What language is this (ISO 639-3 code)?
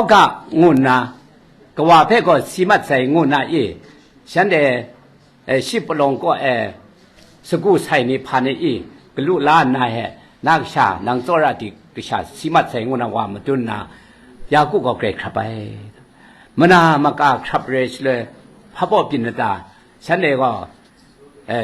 kac